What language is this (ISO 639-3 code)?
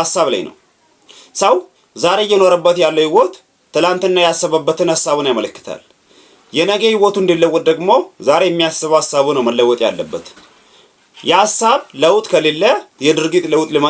amh